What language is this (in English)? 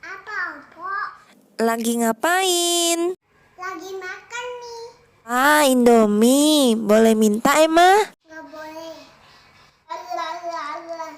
Betawi